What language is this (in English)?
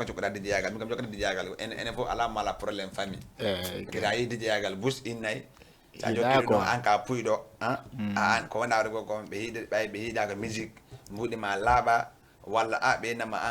Fula